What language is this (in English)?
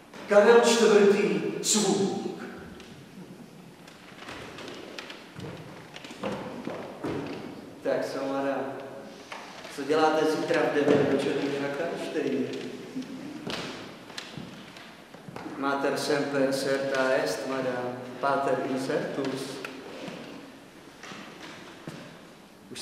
Czech